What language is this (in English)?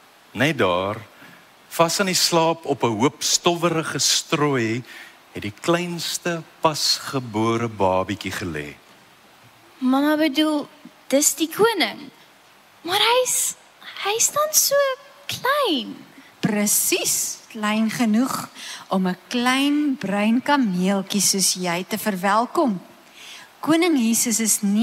Afrikaans